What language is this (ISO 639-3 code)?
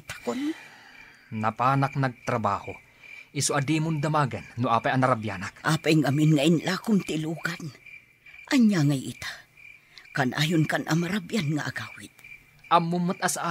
ilo